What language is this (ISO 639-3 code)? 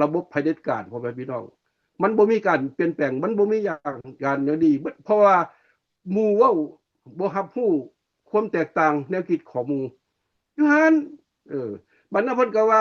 lao